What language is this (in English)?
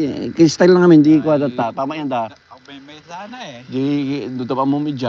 Iloko